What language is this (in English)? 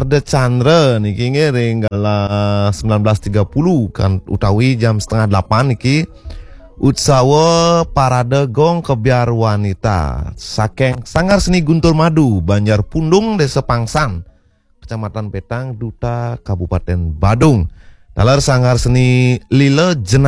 Balinese